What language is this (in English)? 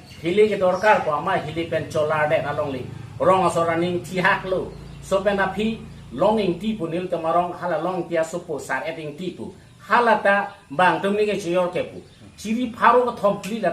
Karbi